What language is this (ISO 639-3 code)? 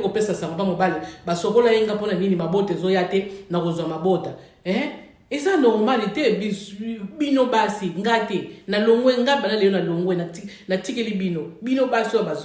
lin